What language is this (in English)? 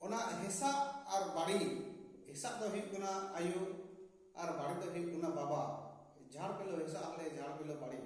Santali